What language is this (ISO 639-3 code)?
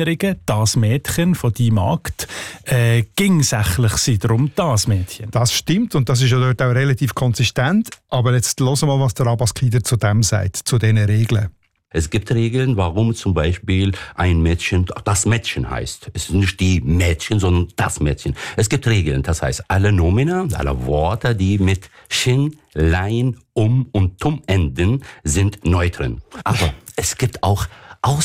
deu